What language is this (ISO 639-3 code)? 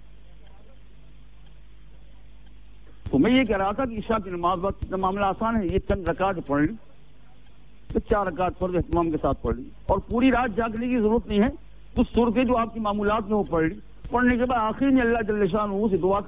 urd